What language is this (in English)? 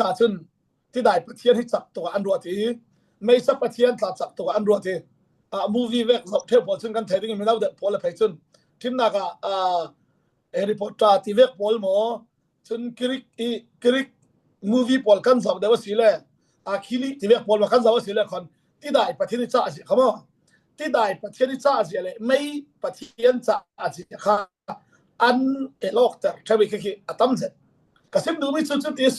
Falam Chin